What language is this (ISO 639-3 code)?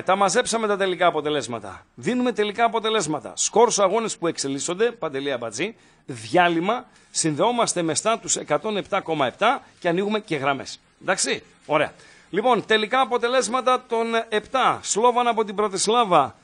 ell